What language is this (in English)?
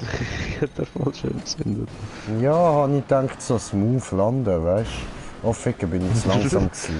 Swiss German